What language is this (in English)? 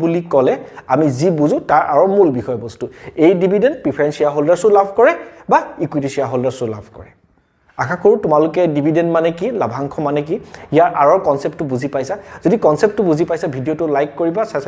Assamese